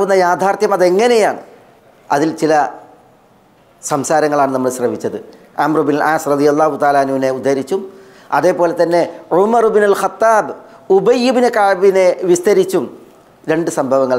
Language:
Malayalam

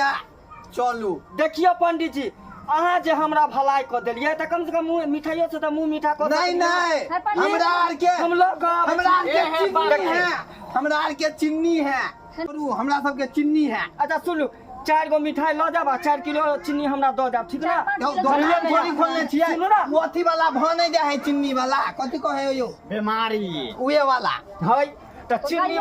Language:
Maithili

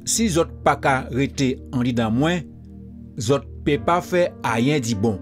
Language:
Guadeloupean Creole French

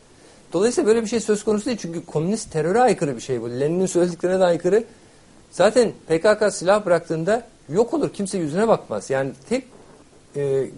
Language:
Turkish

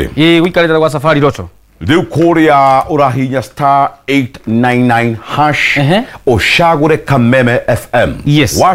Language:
Kikuyu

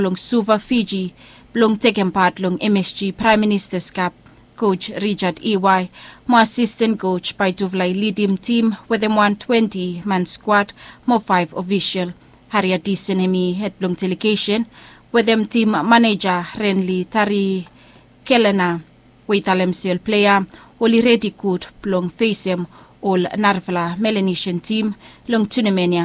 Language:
Bislama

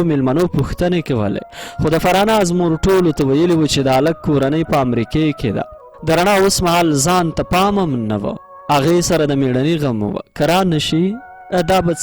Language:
Pashto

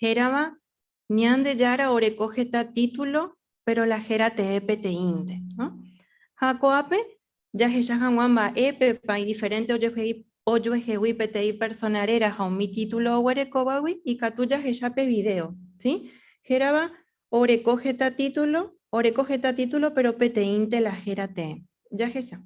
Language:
Guarani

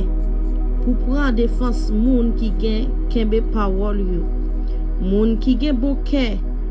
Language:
Haitian Creole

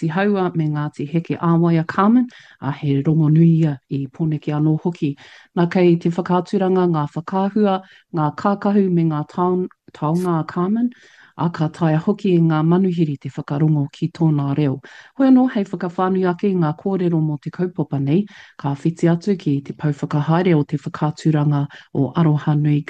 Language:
Māori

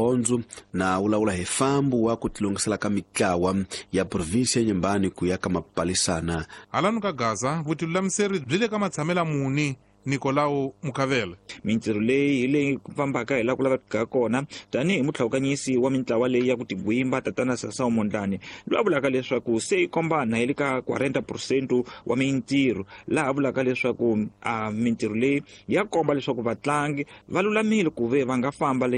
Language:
Tsonga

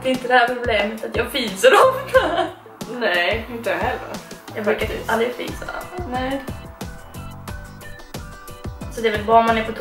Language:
Swedish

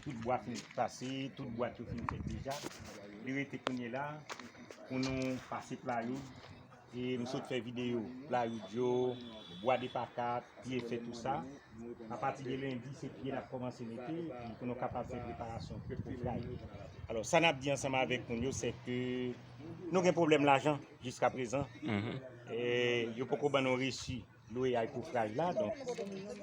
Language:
Haitian Creole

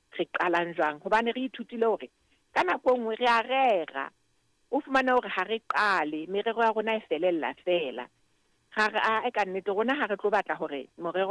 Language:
Southern Sotho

